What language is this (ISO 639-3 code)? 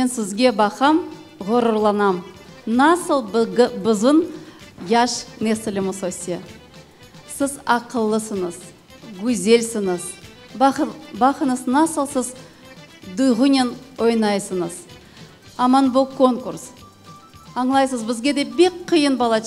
crh